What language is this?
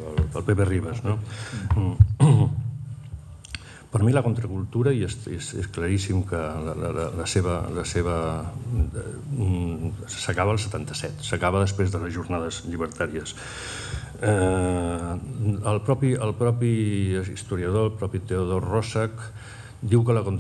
Catalan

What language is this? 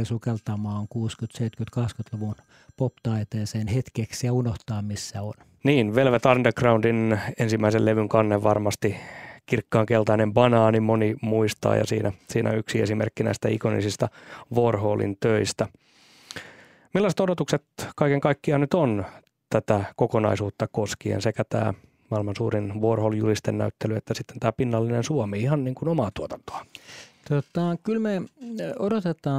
Finnish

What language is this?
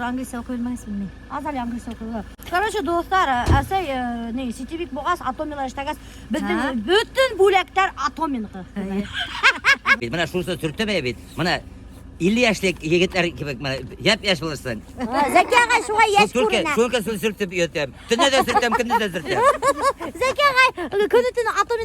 Bashkir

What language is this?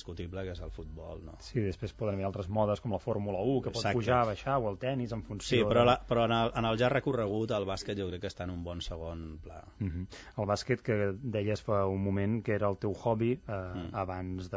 Catalan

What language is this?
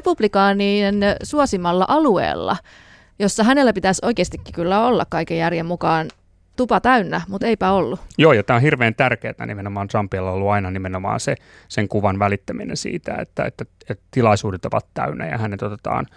Finnish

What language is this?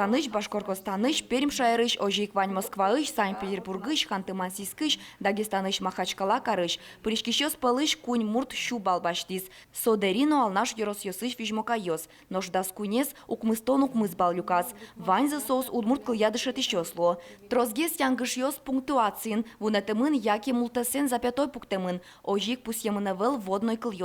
Udmurt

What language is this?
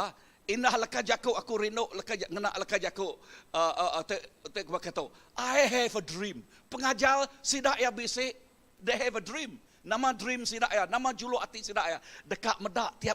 Iban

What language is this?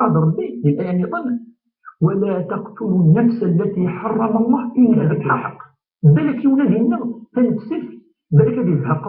Kabyle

